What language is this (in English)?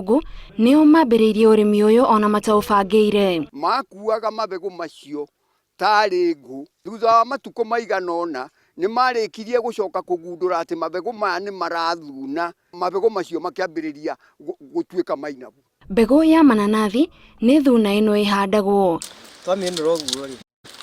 Kikuyu